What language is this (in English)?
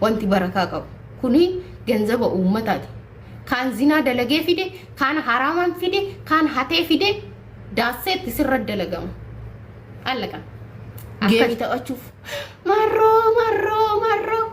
Oromo